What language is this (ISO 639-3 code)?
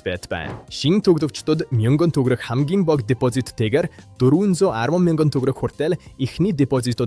mon